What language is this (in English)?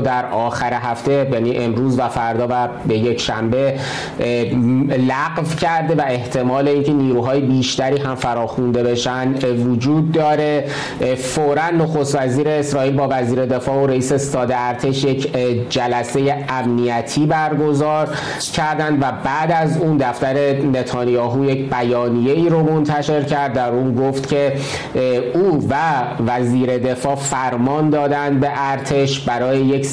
Persian